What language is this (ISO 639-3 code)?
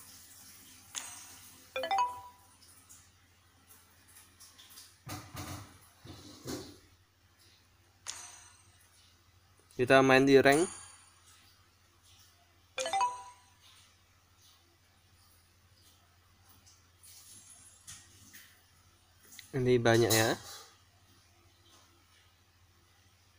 ind